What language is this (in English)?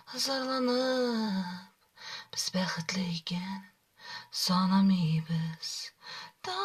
Tatar